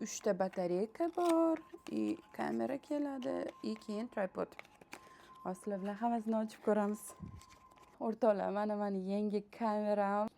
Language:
Uzbek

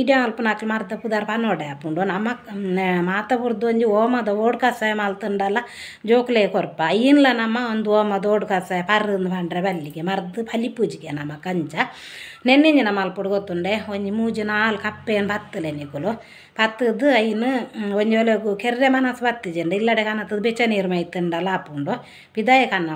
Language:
Tulu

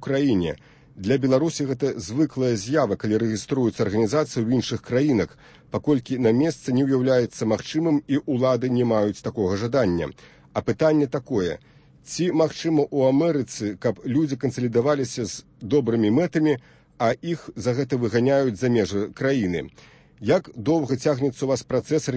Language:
Belarusian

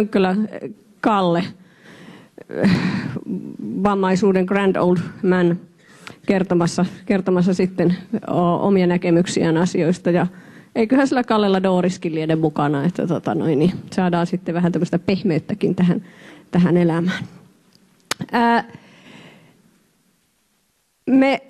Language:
Finnish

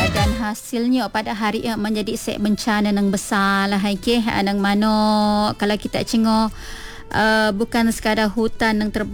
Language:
Malay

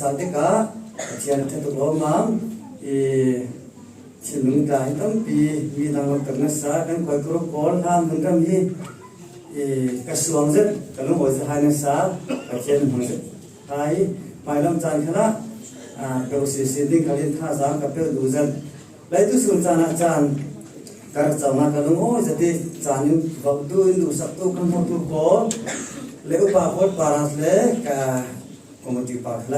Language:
Falam Chin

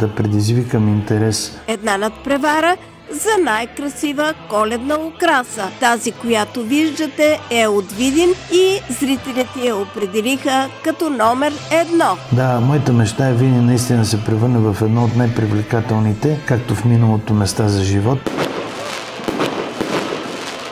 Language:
Bulgarian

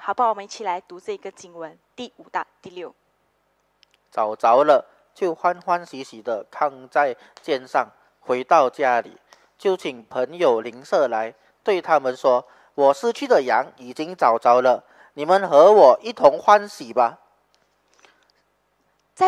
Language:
Chinese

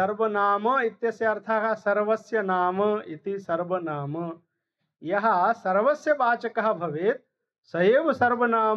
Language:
Sanskrit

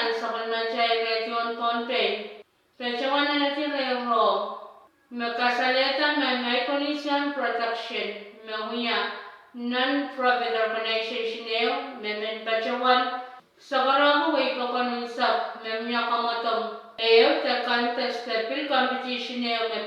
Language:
Pohnpeian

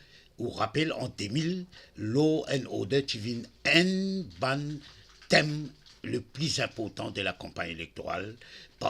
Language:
Morisyen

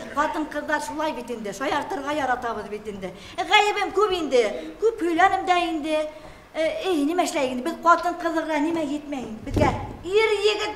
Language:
Bashkir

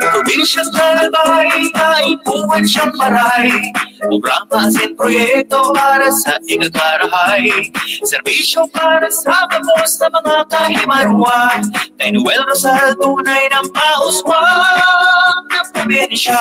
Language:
Bikol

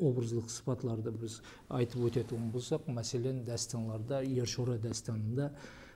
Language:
Kara-Kalpak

